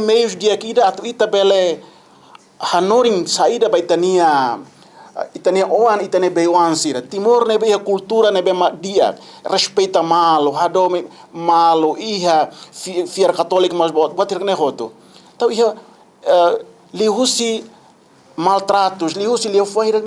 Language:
Tetum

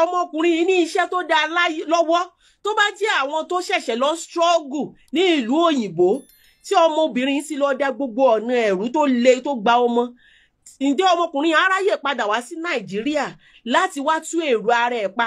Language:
Yoruba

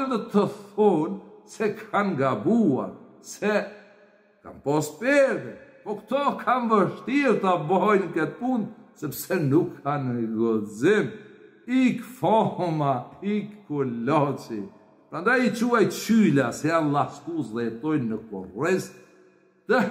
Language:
Albanian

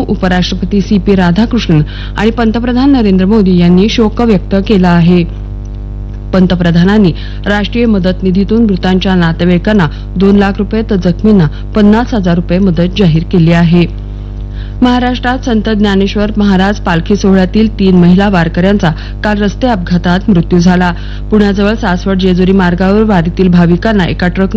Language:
Marathi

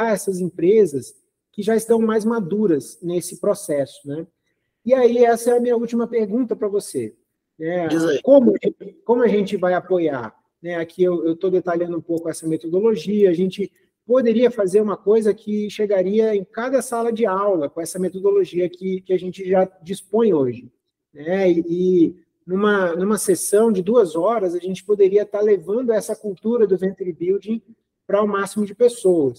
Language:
Portuguese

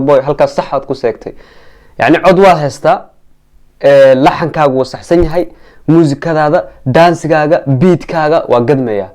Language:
Somali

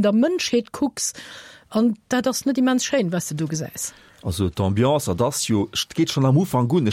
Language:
Luxembourgish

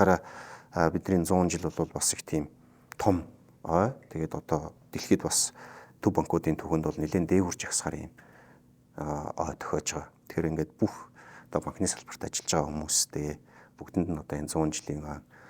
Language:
Mongolian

